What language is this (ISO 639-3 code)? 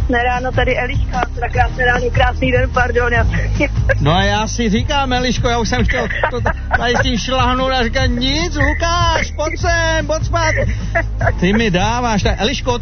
ces